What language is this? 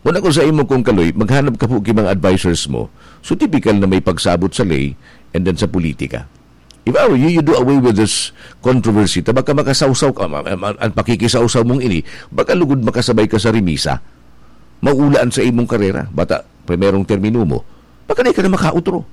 Bikol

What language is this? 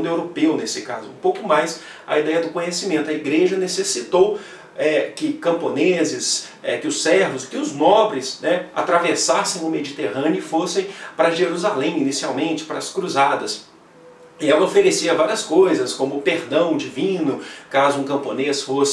Portuguese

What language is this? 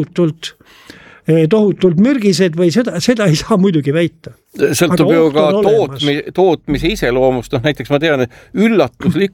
Estonian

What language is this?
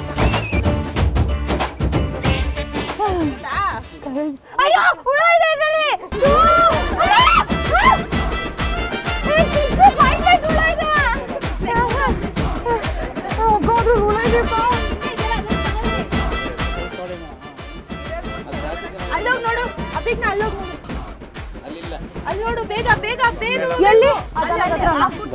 Kannada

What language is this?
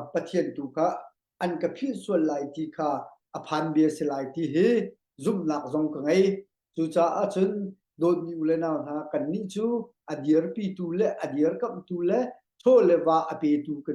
Hakha Chin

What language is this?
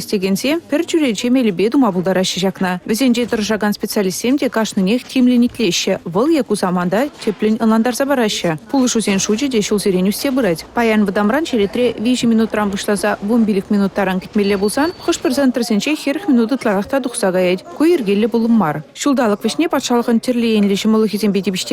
Chuvash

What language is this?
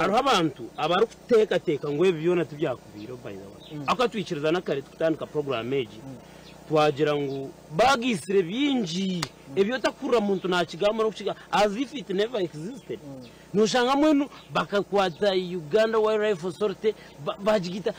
Nyankole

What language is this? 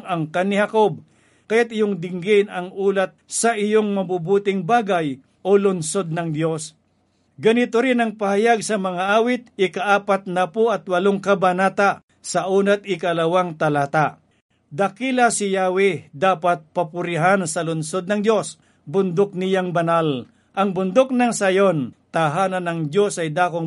Filipino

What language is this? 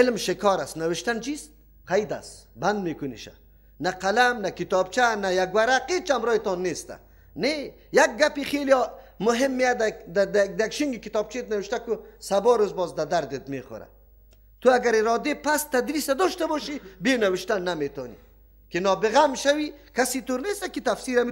Persian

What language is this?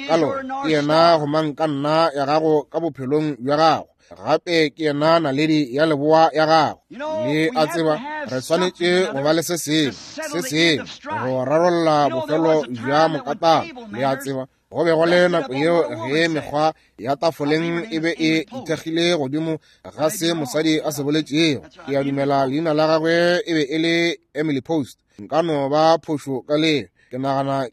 Northern Sotho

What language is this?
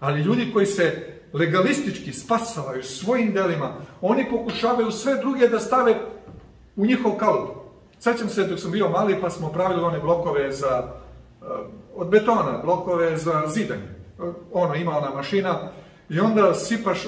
Serbian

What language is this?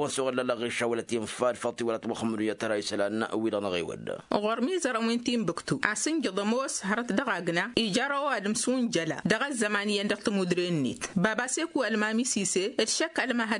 Tamasheq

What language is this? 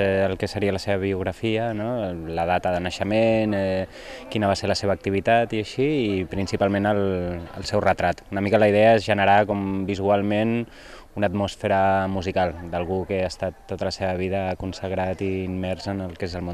Catalan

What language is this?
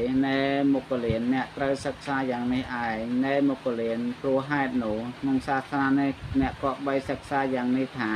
Khmer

